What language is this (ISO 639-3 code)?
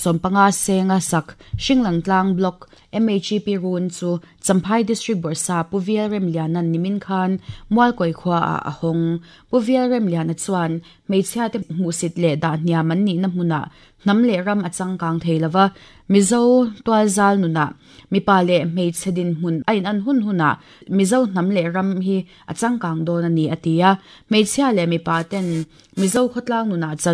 lus